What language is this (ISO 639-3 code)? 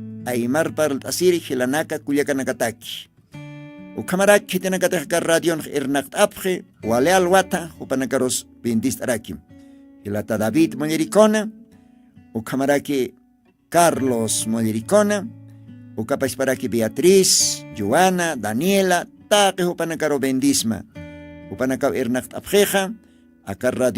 aym